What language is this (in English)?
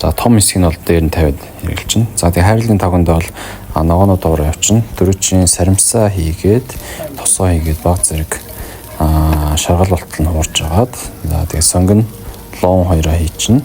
Mongolian